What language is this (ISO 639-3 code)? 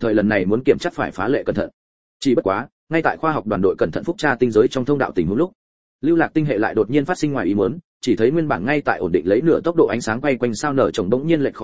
vie